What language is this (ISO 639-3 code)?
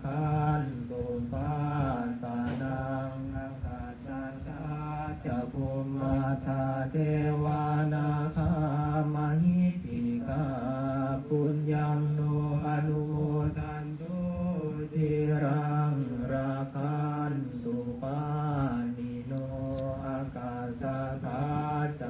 pli